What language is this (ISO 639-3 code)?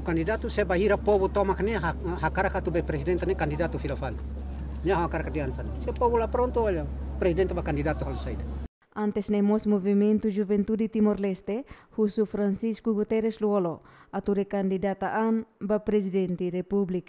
tet